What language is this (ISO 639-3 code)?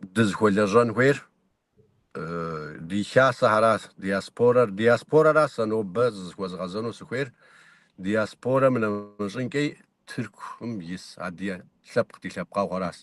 kbd